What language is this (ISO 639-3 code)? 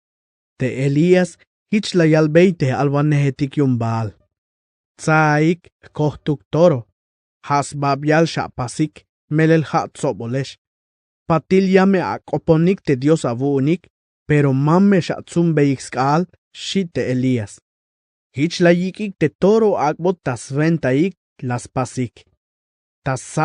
tzh